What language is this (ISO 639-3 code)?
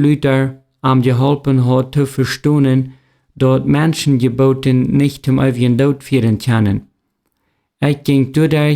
pdt